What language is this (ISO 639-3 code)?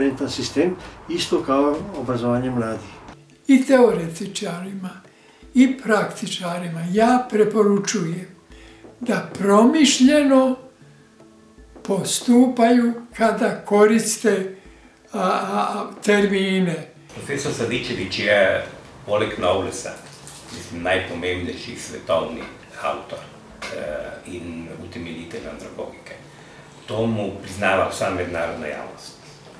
srp